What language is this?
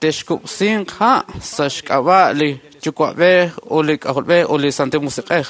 Kekchí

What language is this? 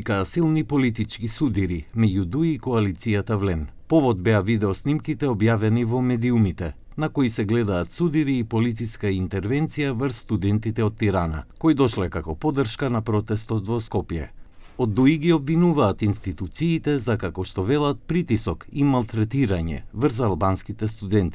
Macedonian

